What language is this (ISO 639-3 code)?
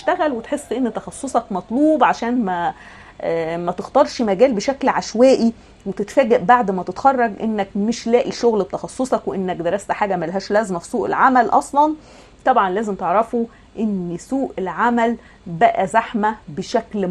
arz